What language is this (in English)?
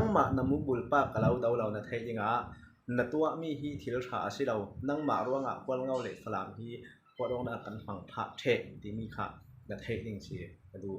Falam Chin